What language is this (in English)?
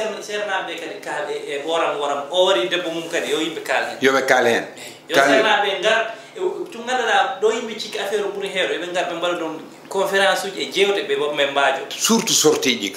Fula